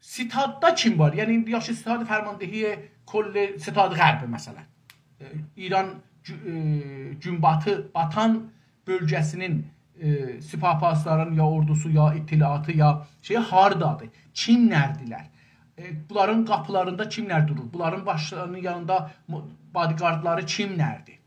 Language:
South Azerbaijani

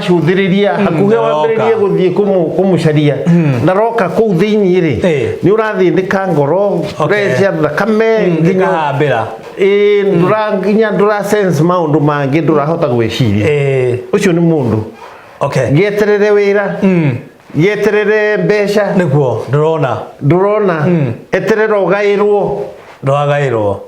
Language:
Kikuyu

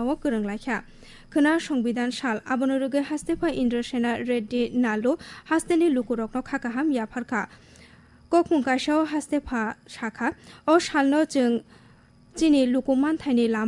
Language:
Kok Borok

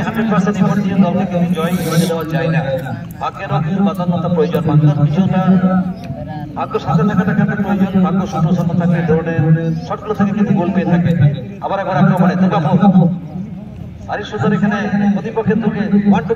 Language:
Bangla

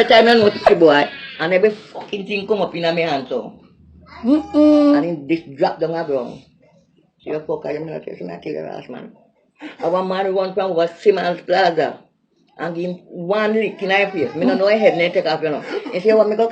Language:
Jamaican Creole English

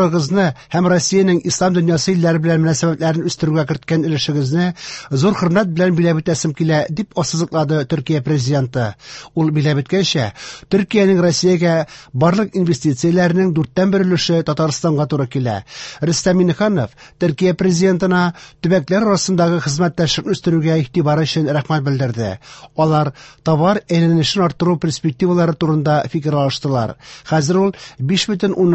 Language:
Tatar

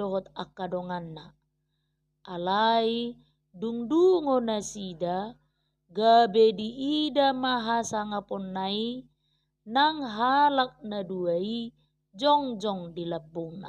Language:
Batak Toba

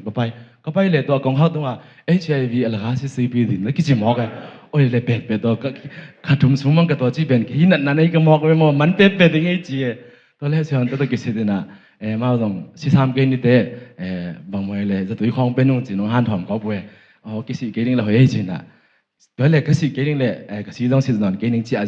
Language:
Tedim Chin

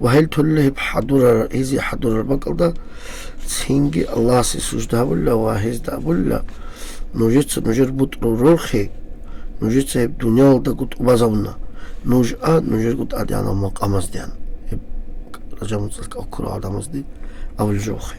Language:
Avaric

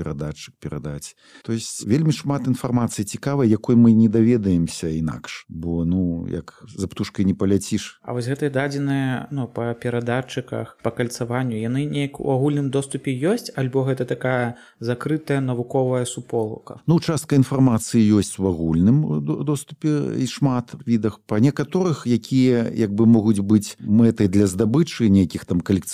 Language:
Belarusian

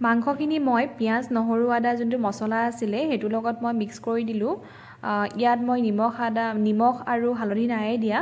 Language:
Assamese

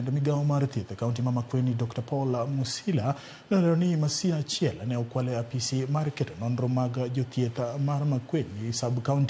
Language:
Luo (Kenya and Tanzania)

